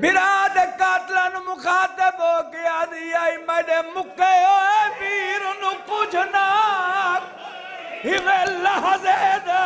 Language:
Saraiki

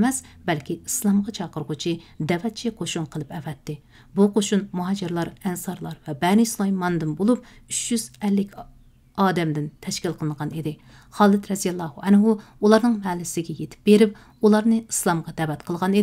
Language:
Uyghur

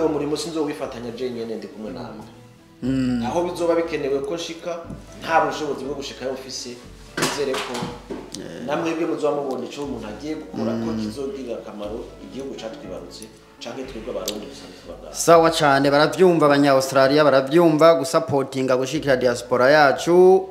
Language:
Rundi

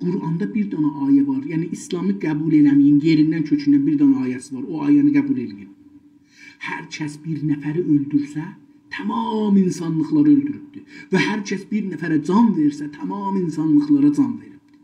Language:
South Azerbaijani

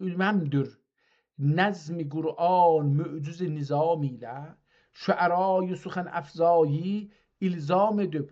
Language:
South Azerbaijani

